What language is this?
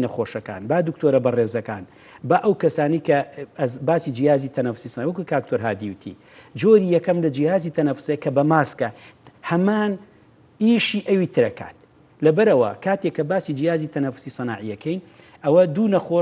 Central Kurdish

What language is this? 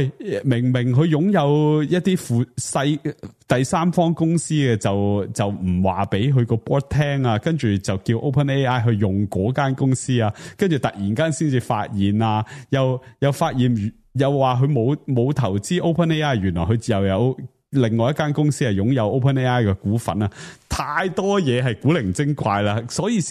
Cantonese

